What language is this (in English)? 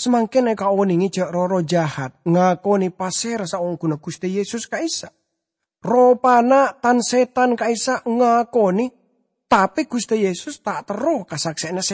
Madurese